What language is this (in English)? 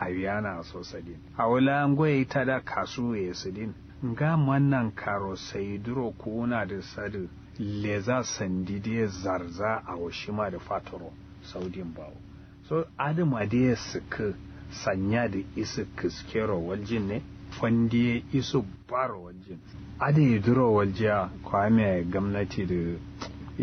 Kanuri